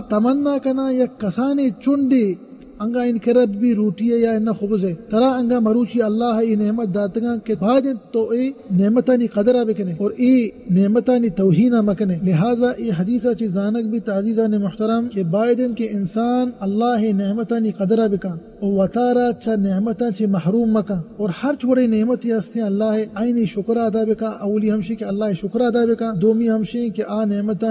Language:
Eastern Balochi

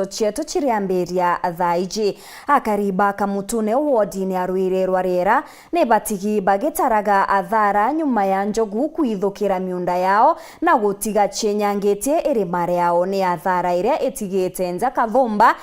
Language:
Meru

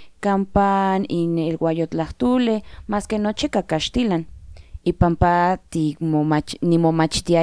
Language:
Central Nahuatl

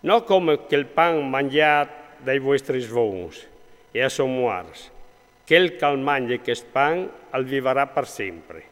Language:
Friulian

